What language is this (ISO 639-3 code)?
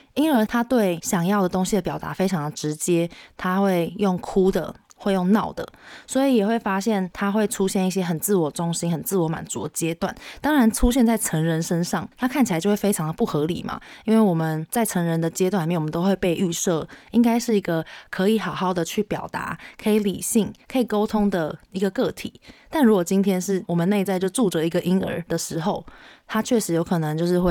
zho